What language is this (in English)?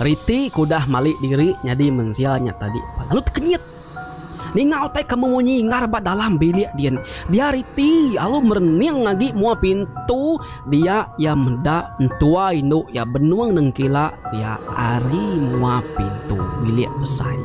Iban